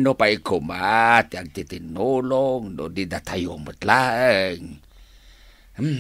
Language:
Iloko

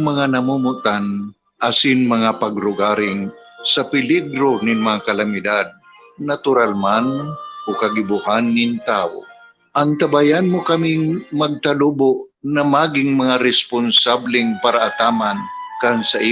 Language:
Bikol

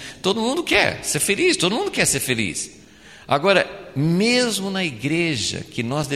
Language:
Portuguese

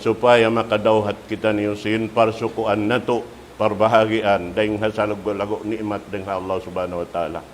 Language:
Tausug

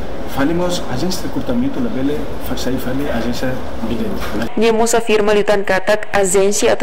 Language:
Tetum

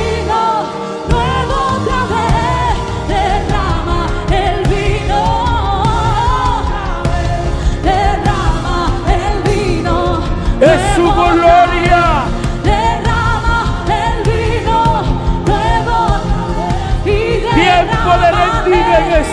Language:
Spanish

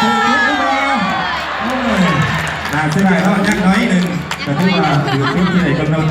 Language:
Lao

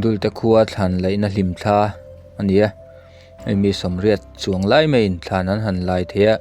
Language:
Mizo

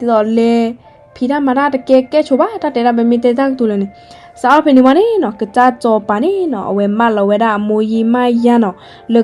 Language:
S'gaw Karen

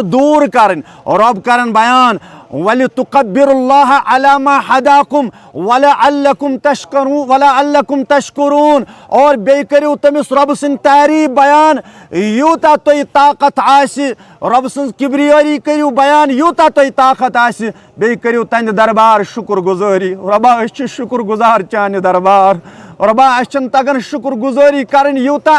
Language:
Kashmiri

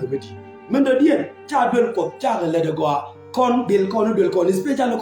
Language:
Nuer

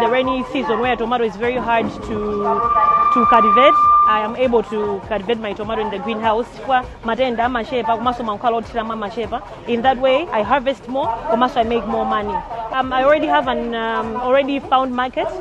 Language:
Nyanja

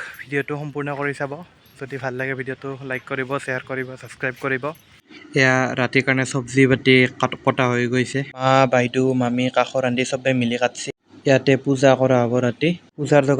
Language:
Assamese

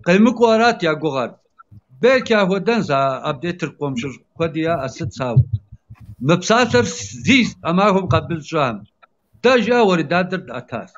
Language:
Kabardian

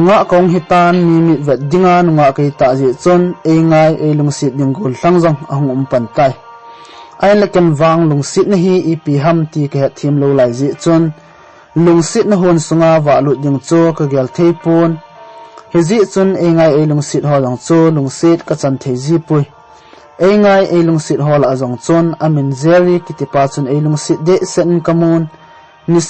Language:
Thado Chin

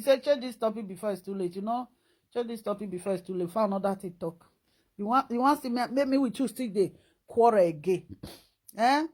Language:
Nigerian Pidgin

